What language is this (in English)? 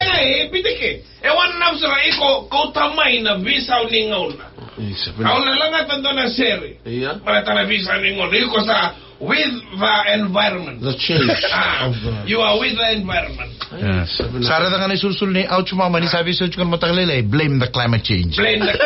Fijian